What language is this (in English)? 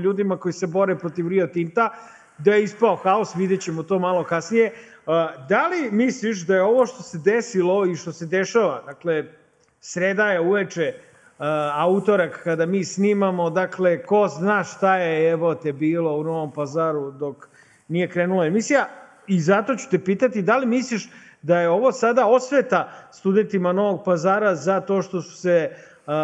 Serbian